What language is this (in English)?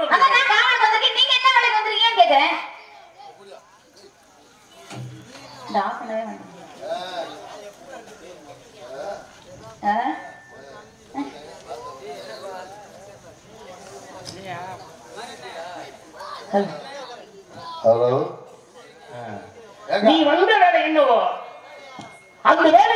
Tamil